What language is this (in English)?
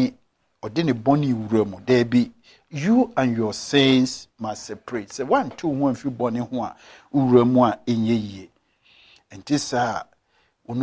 Akan